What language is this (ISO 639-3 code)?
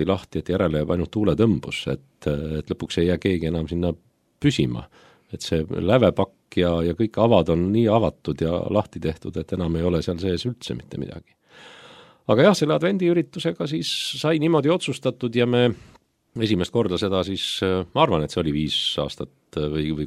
est